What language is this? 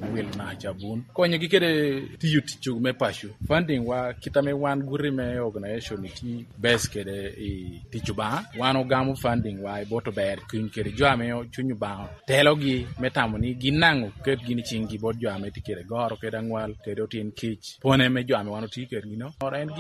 Lango (Uganda)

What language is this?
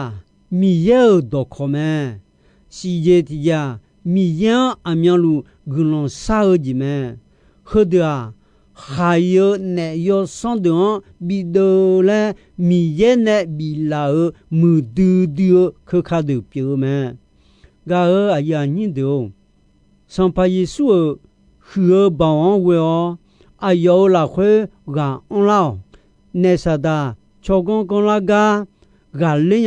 Akha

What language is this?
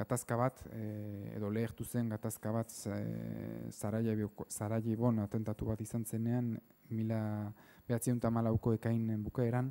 Basque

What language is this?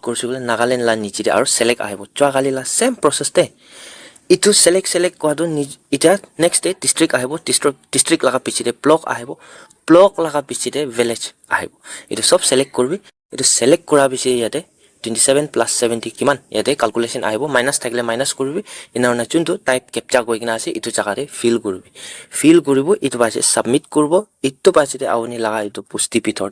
Naga Pidgin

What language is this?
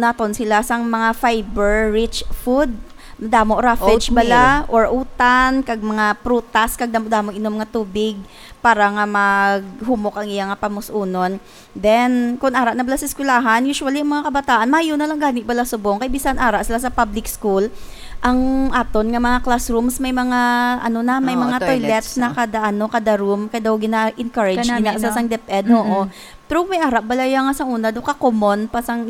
Hiligaynon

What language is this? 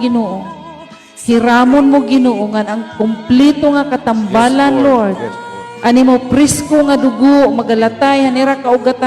Waray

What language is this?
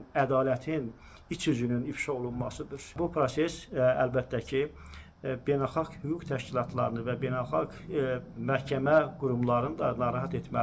Azerbaijani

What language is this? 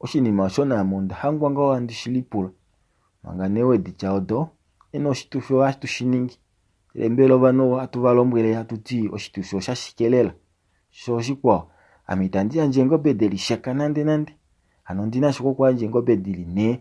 Kuanyama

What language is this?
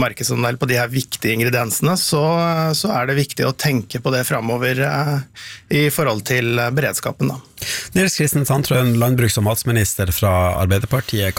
Norwegian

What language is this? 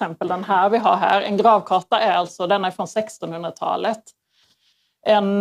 Swedish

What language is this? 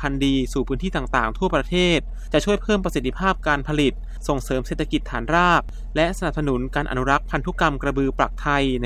Thai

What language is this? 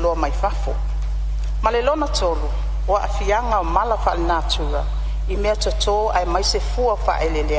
Samoan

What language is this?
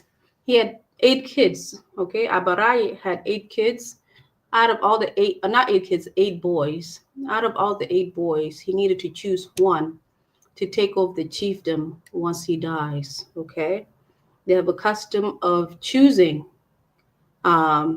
Acoli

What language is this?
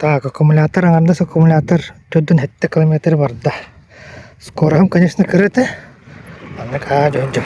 Yakut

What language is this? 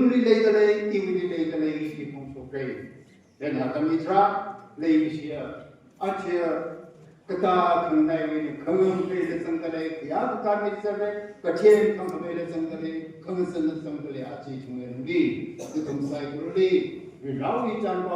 Tangkhul Naga (India)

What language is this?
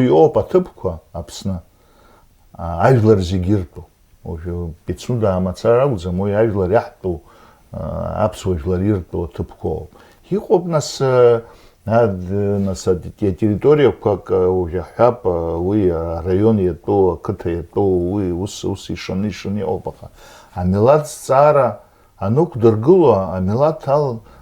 Abkhazian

